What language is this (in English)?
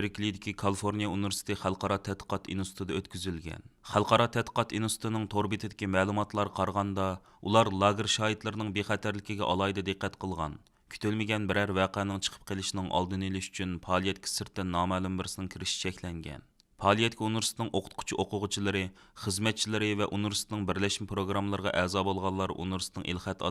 Uyghur